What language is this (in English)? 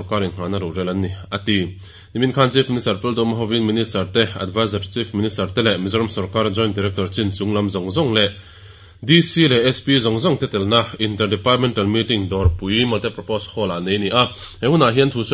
Mizo